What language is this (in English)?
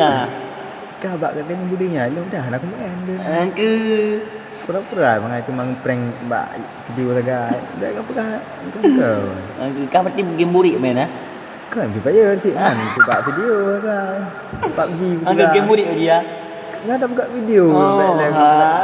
Achinese